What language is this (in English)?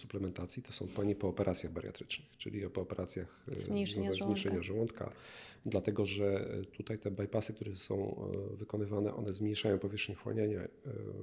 Polish